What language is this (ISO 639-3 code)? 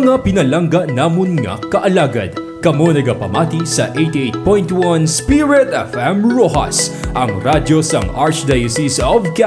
hil